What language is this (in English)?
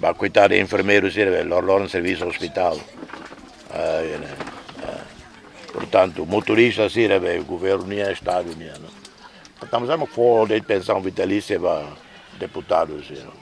Tetum